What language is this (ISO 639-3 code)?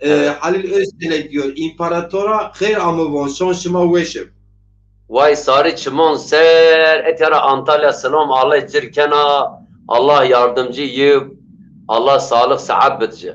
zza